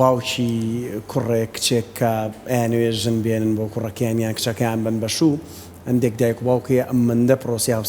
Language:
Central Kurdish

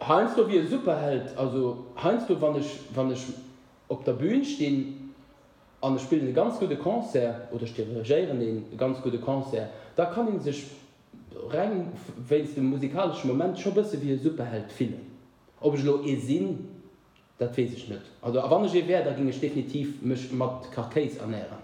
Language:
Luxembourgish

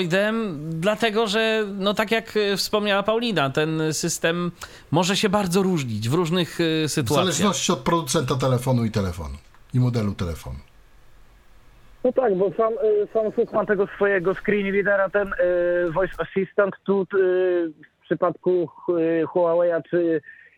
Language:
Polish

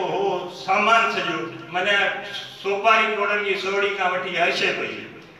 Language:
Sindhi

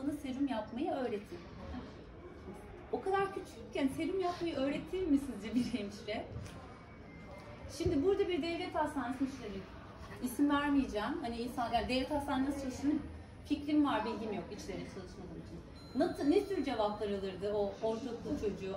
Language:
Turkish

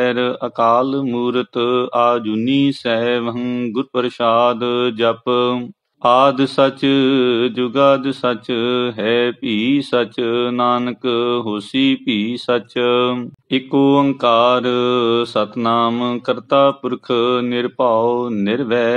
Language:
Punjabi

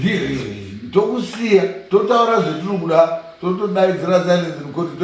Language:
Shona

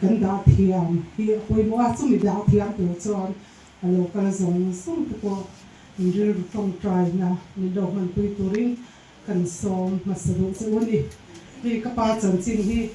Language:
Mizo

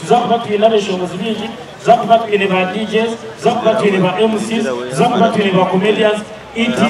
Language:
Nyankole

